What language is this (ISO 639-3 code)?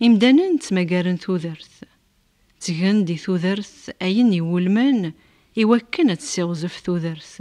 kab